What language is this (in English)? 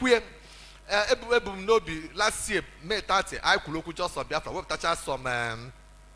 Igbo